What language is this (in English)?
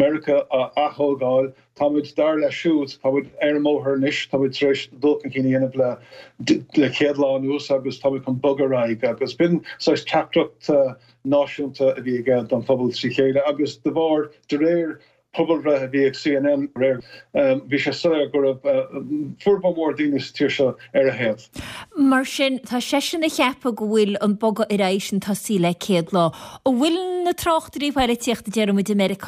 Irish